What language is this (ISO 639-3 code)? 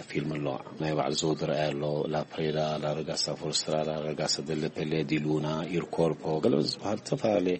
tir